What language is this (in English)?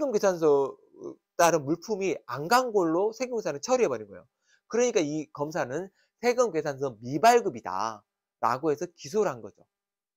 Korean